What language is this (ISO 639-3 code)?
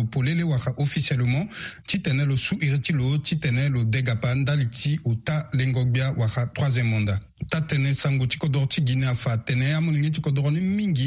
sag